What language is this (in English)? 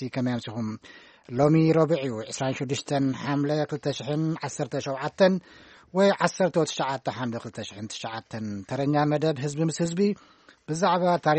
Tigrinya